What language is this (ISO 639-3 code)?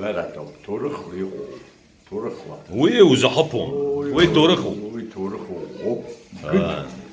abk